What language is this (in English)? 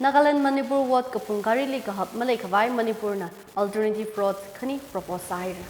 Tangkhul Naga (India)